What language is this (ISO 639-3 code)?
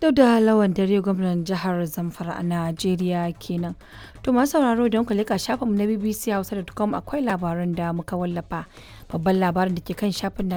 hau